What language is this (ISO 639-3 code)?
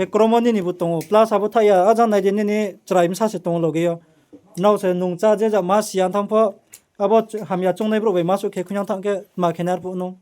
ria